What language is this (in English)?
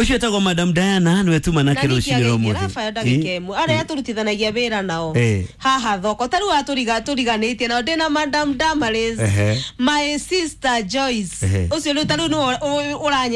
Kikuyu